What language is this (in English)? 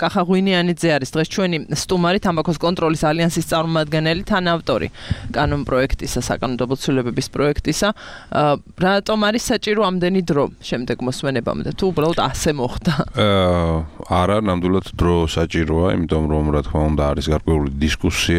Georgian